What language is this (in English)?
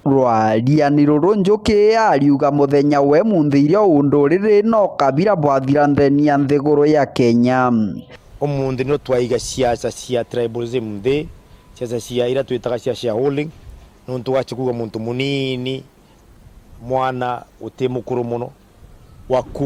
Meru